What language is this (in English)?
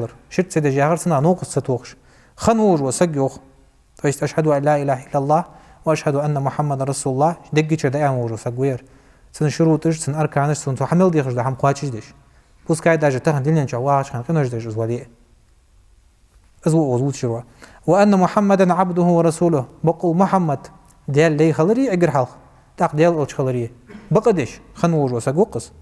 Ingush